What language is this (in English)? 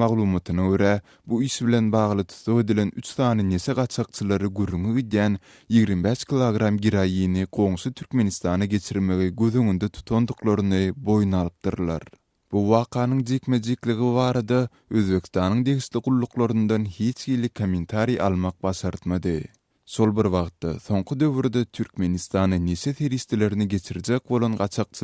Turkmen